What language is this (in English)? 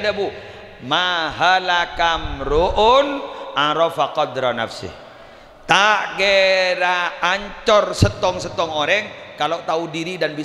Madurese